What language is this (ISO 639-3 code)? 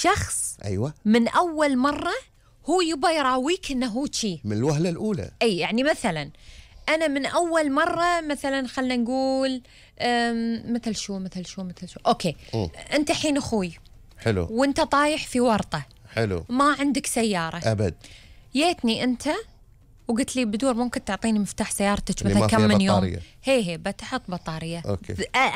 afb